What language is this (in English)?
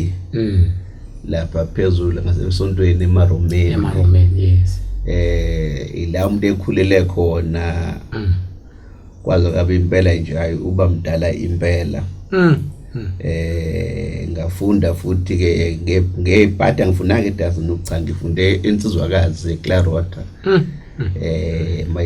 Zulu